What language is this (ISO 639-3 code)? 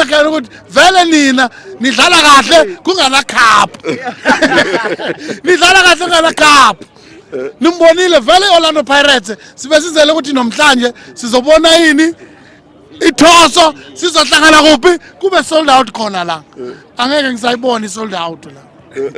zul